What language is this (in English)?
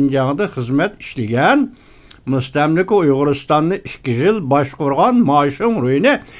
Uyghur